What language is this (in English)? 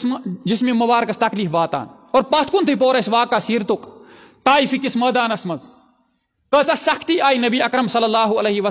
Kashmiri